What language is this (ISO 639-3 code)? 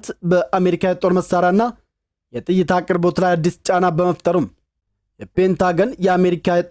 amh